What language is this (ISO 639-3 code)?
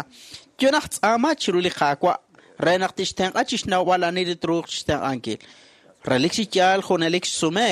kek